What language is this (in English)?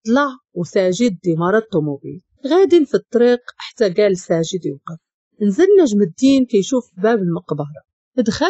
Moroccan Arabic